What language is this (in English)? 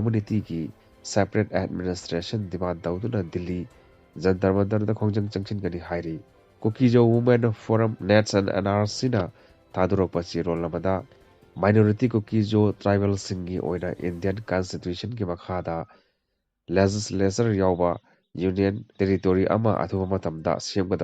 Manipuri